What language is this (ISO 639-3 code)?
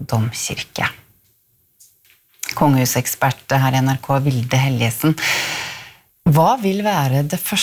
nor